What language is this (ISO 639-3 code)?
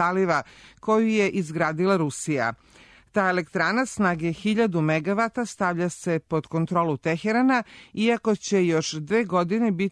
srp